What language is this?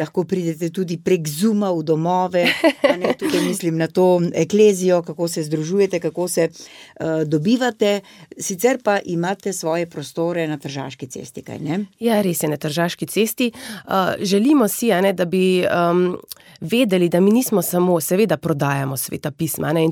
Slovenian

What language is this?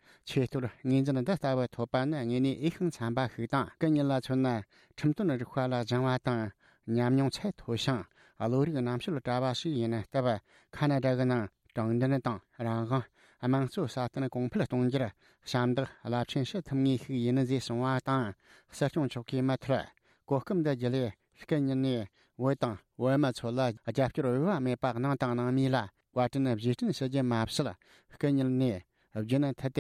Tibetan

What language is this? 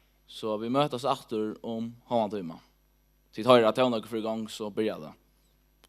Faroese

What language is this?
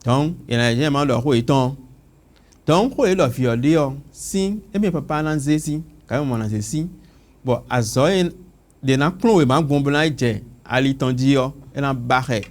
Fon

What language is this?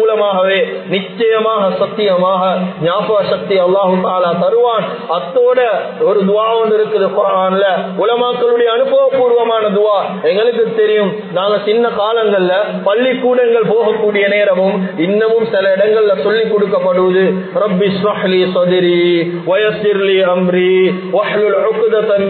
Tamil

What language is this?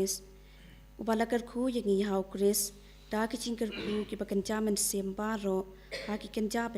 Khasi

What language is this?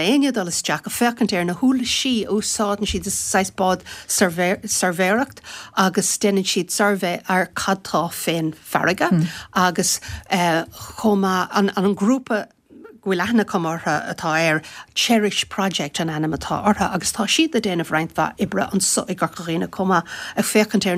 Irish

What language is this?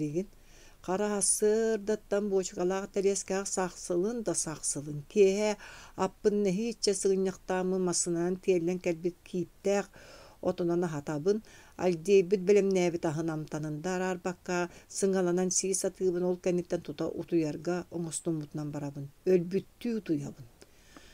Yakut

